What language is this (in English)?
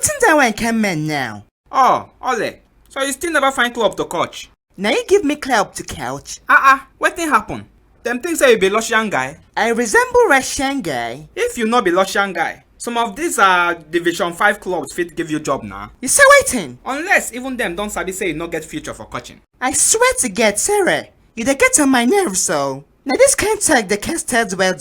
Nigerian Pidgin